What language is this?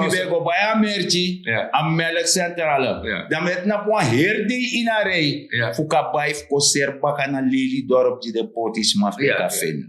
Sranan Tongo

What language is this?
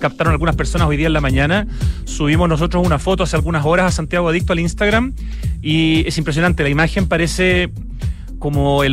Spanish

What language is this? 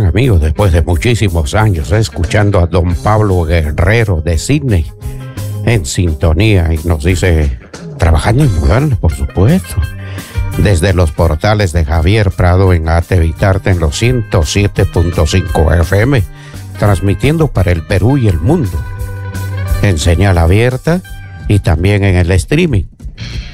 Spanish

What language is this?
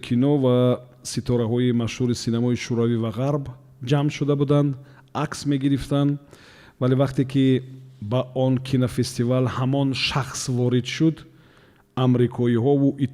Tajik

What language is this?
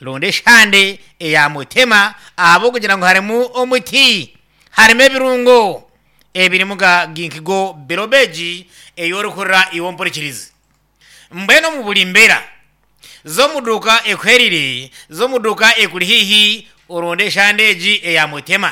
Nyankole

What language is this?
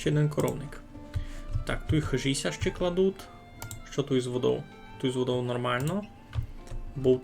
Rusyn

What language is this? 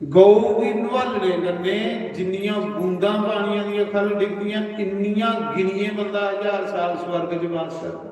Dogri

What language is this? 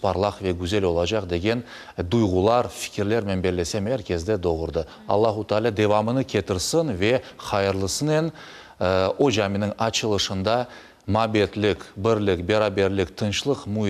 Crimean Tatar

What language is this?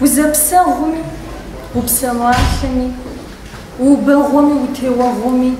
Kabardian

